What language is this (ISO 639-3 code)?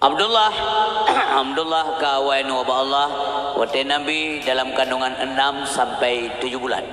ace